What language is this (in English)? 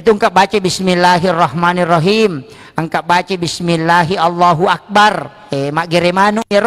Buginese